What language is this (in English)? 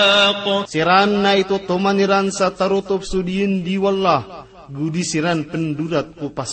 Maranao